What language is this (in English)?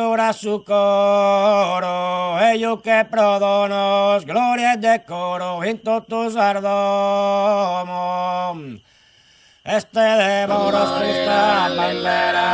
Sardinian